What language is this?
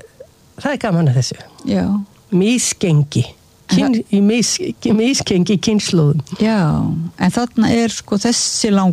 Icelandic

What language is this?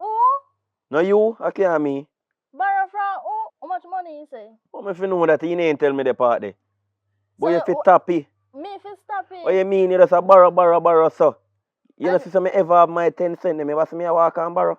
Jamaican Creole English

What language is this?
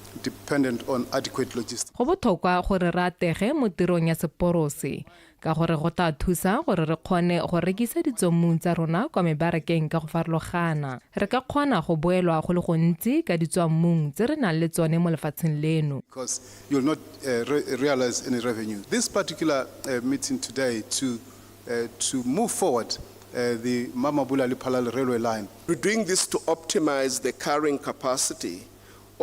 Tswana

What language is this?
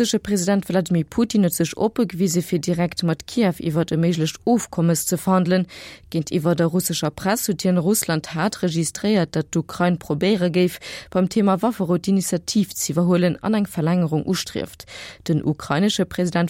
Luxembourgish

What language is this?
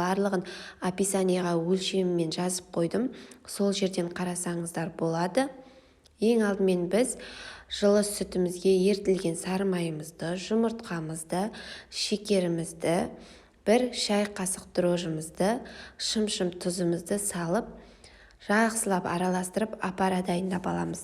Kazakh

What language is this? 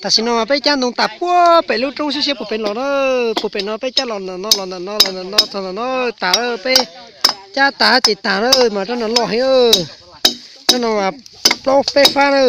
Hmong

